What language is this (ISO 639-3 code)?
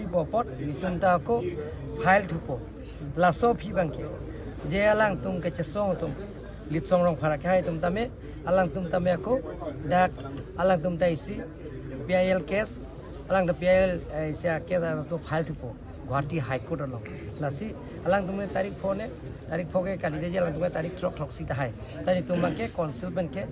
mjw